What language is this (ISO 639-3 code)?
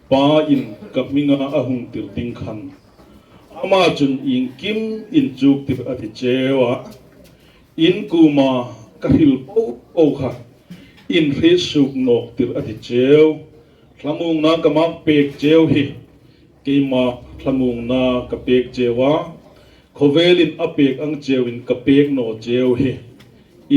hmr